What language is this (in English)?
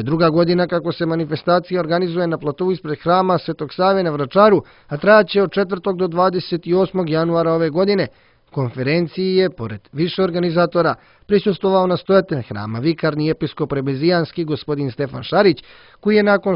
Croatian